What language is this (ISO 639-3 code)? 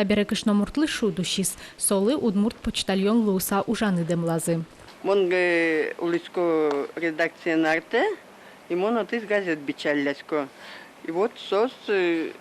udm